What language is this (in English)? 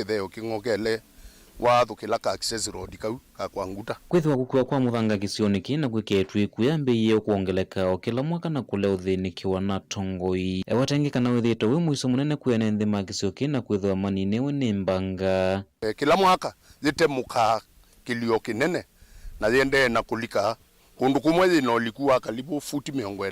Kamba